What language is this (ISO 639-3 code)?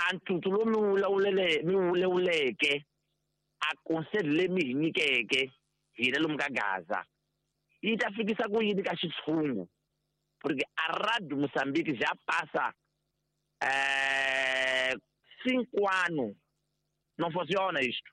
tso